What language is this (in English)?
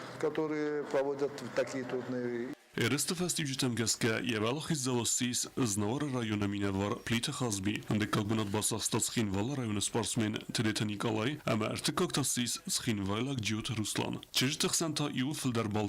Ossetic